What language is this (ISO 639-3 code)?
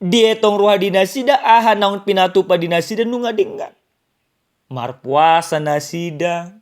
bbc